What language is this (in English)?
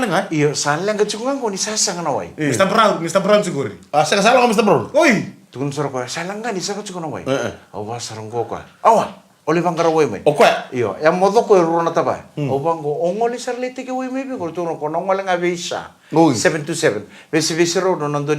Fijian